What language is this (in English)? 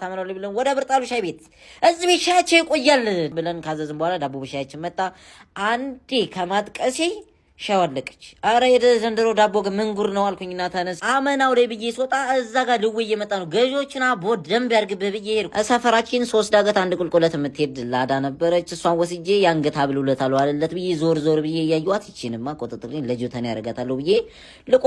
Amharic